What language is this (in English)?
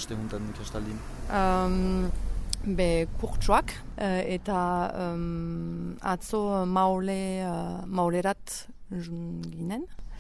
Basque